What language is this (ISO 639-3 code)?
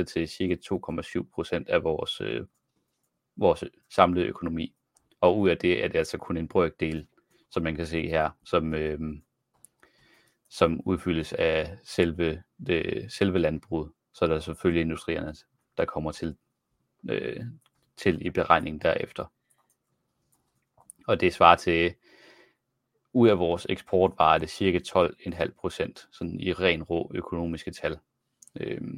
dan